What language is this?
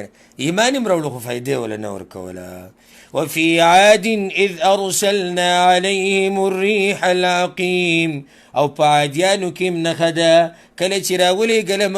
Pashto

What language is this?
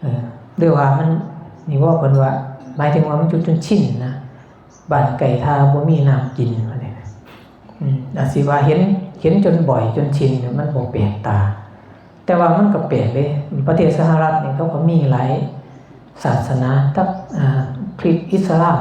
Northeastern Thai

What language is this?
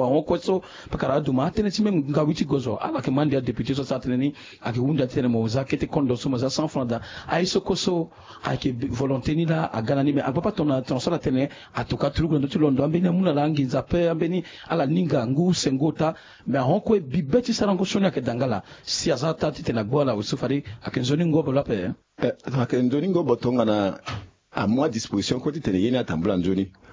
Sango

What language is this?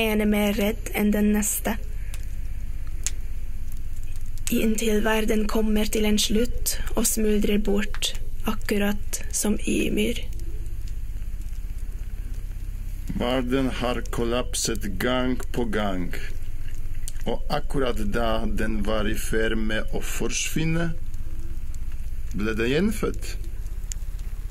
Norwegian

